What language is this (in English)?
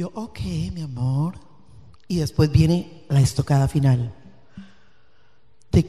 Spanish